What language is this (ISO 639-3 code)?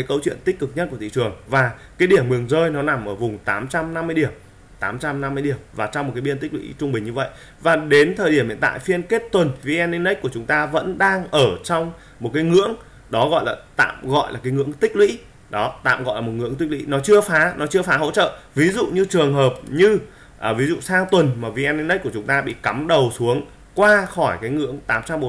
vie